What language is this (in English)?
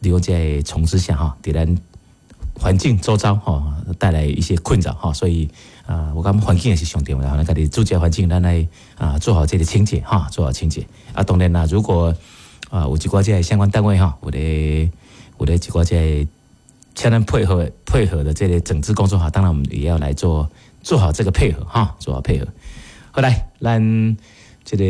Min Nan Chinese